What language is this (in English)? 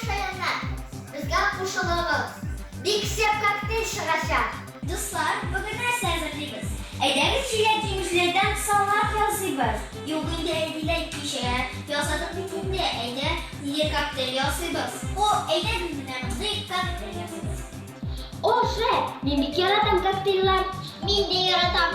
Tatar